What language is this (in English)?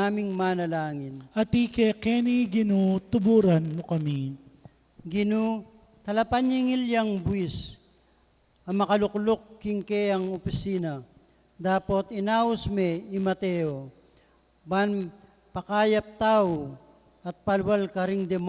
Pampanga